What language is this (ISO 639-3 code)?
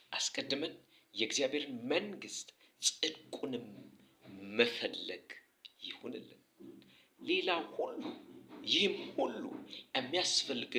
amh